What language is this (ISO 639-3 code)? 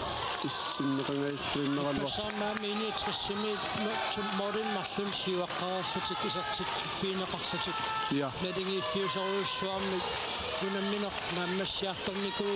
kal